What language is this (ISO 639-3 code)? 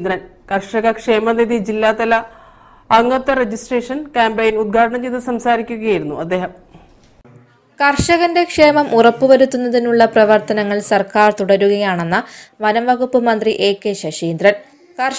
mal